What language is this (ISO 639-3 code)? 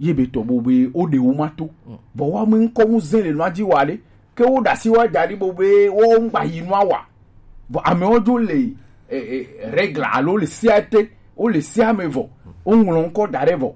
gej